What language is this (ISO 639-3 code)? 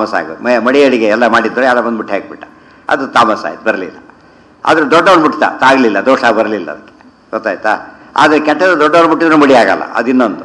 kan